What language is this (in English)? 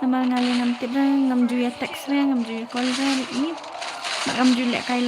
Khasi